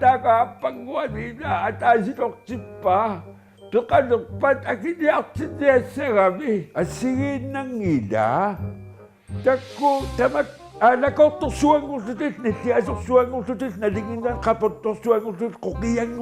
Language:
Kalaallisut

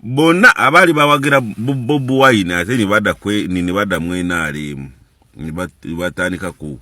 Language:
Ganda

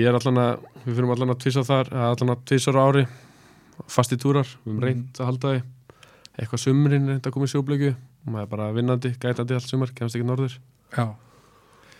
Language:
Icelandic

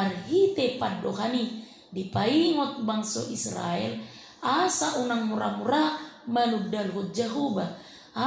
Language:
Batak Toba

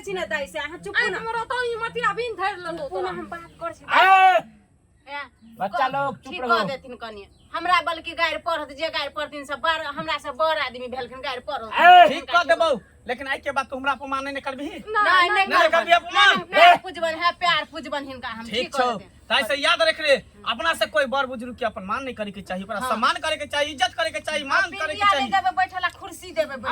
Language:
Maithili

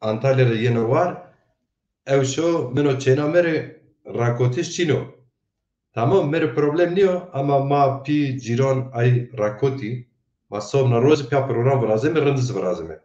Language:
Zaza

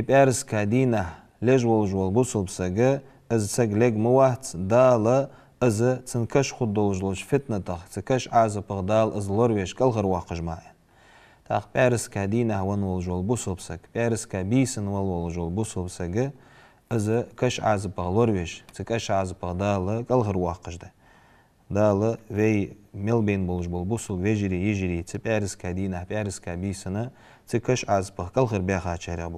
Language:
Ingush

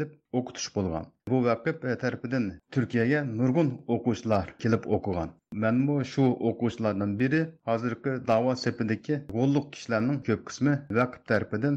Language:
Uyghur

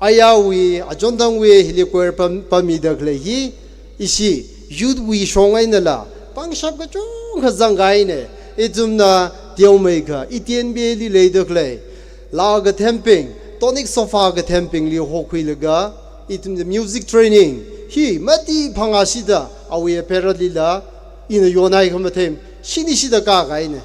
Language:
Tangkhul Naga (India)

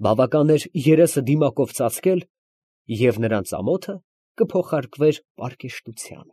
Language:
Armenian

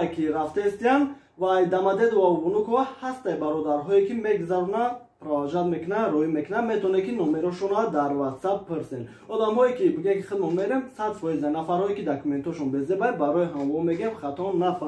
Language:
Tajik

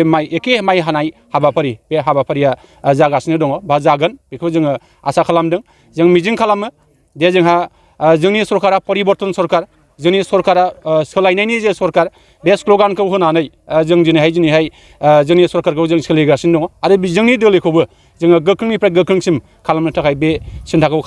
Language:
Bodo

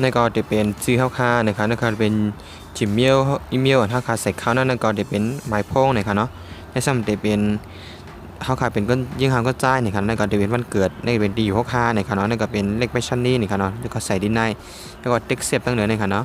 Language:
Shan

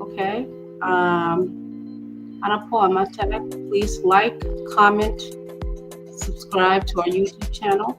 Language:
Acoli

